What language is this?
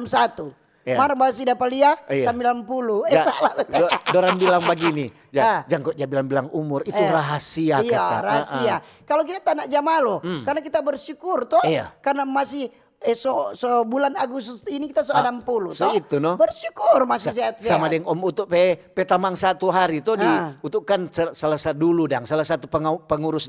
Manado Malay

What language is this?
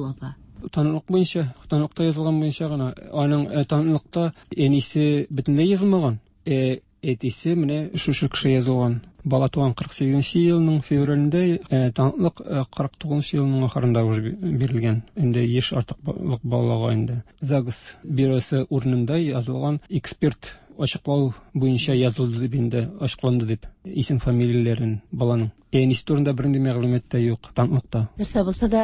Tatar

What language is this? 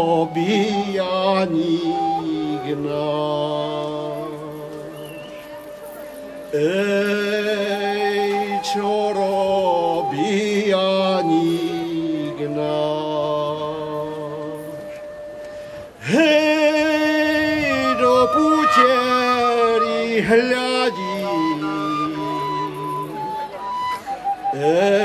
Slovak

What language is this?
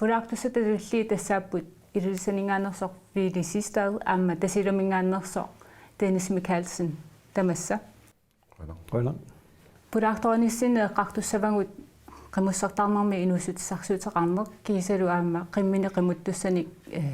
Kalaallisut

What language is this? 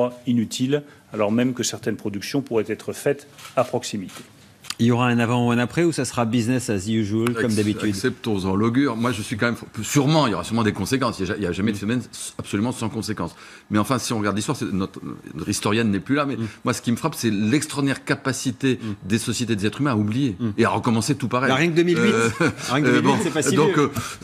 French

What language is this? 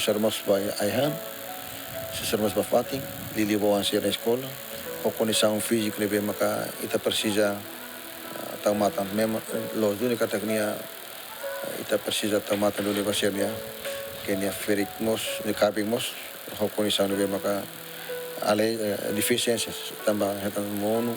Tetum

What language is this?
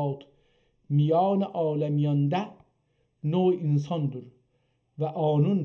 South Azerbaijani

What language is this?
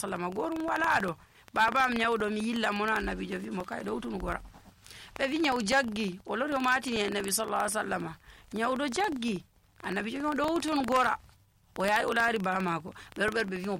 Nigerian Fulfulde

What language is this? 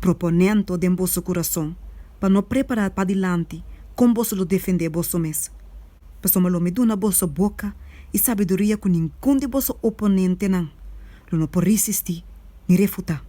Papiamento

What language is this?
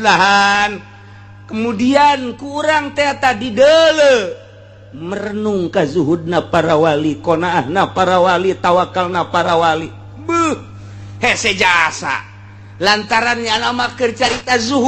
Sundanese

